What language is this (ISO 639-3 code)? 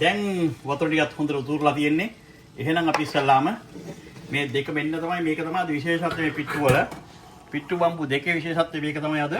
sin